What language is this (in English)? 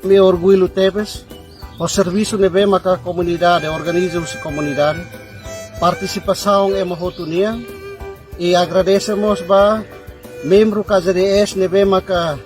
Tetum